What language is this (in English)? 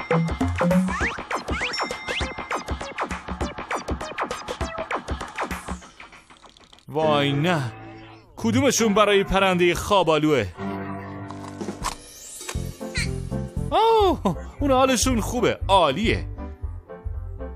Persian